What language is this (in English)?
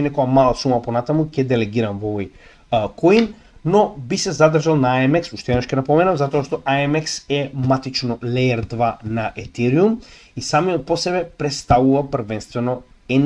Macedonian